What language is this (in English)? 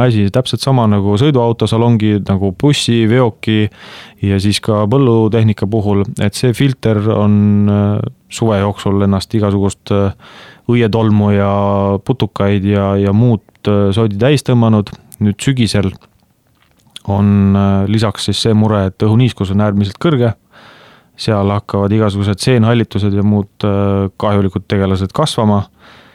Estonian